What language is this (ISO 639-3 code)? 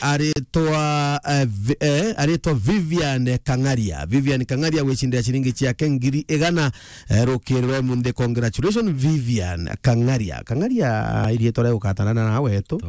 mer